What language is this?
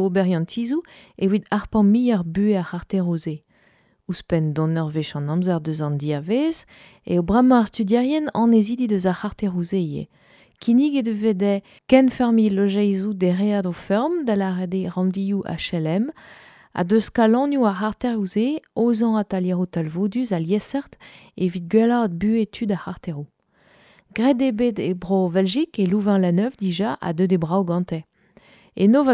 Breton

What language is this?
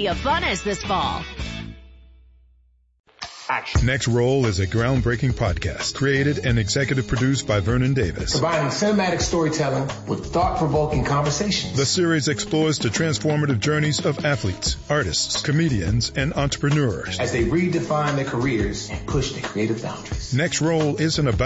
English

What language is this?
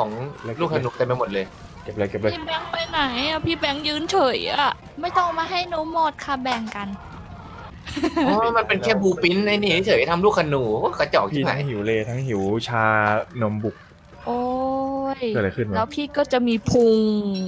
Thai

